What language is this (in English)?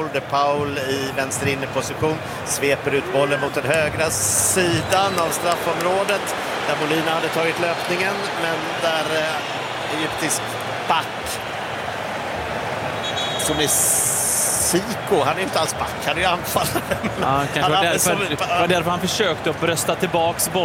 Swedish